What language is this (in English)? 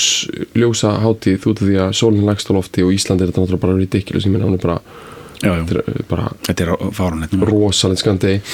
Icelandic